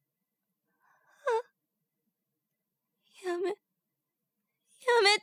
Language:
Japanese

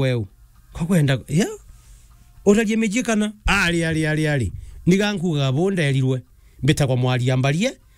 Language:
Meru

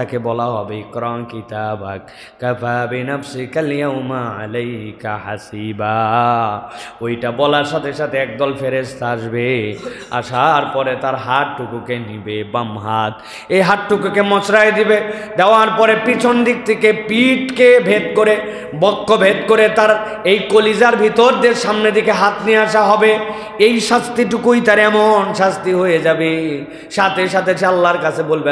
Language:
Bangla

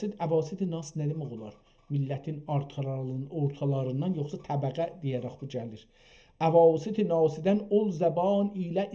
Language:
South Azerbaijani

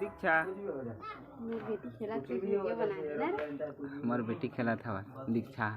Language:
Chhattisgarhi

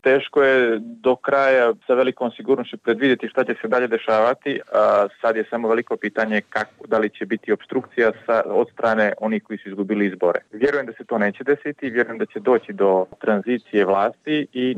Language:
Bosnian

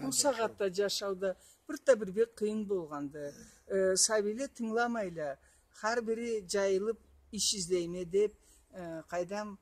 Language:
Karachay-Balkar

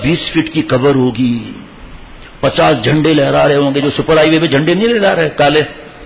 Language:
Urdu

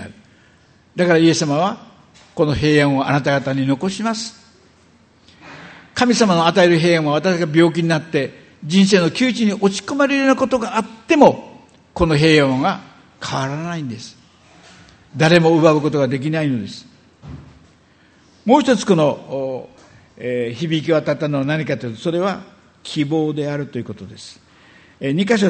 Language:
Japanese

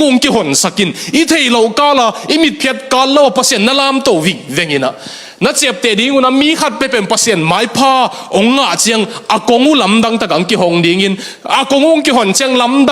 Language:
Tedim Chin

